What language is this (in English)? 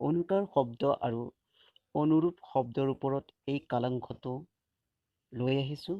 Assamese